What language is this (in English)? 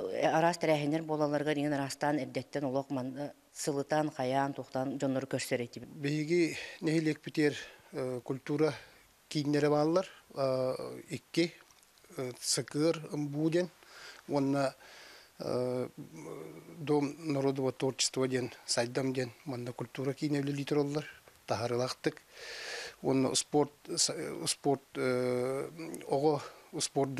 Yakut